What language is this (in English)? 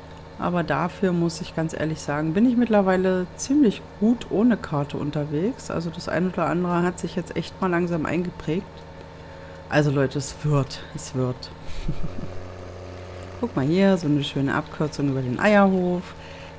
German